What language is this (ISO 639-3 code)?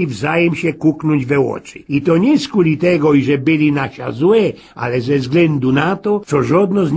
szl